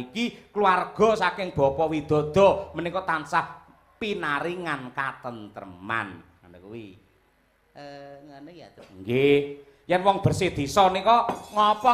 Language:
Javanese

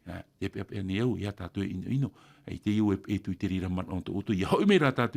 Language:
Tahitian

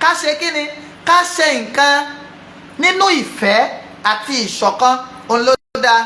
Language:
Yoruba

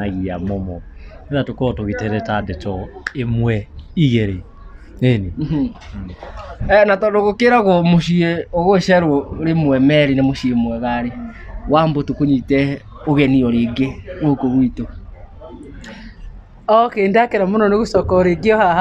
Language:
Kikuyu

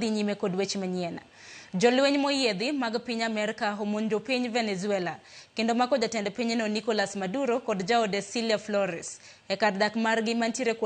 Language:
Luo (Kenya and Tanzania)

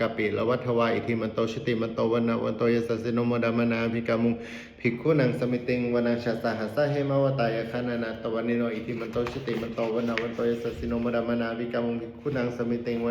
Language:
Pali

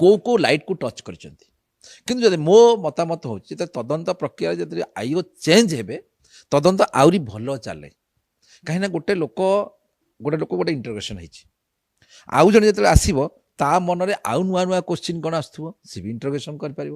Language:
Odia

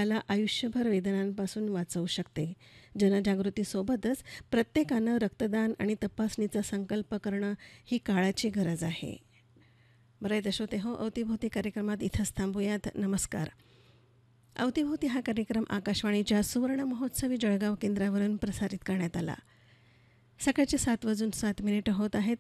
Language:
Marathi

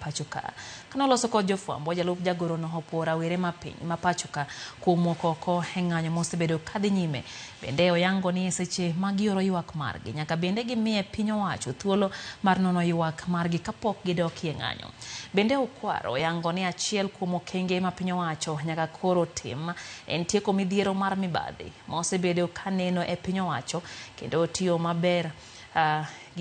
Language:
Luo (Kenya and Tanzania)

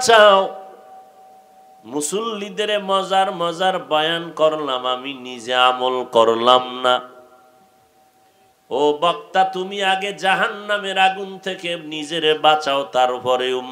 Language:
Bangla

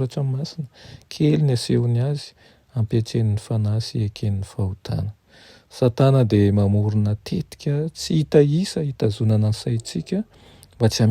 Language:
Malagasy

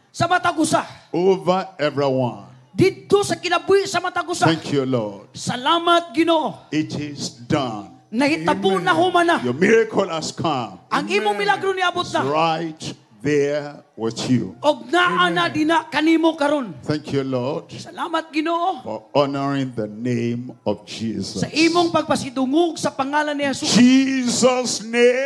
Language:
Cebuano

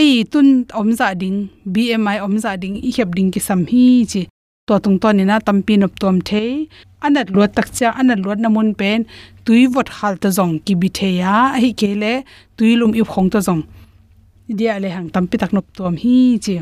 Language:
Tedim Chin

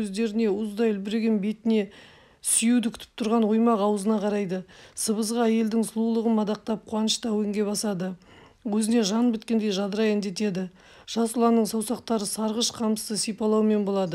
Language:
Kazakh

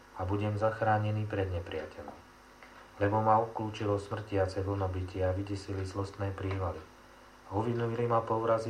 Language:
Slovak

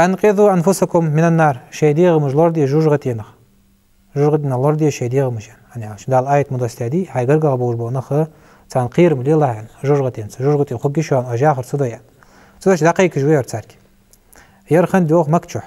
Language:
Ingush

